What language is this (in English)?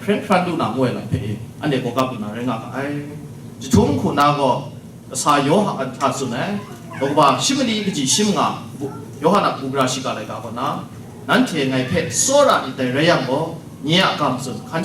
Kachin